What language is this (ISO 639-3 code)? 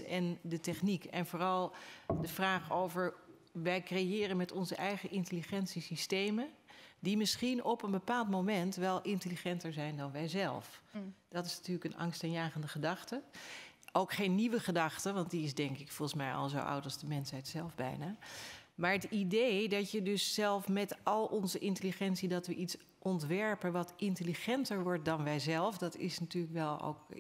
nld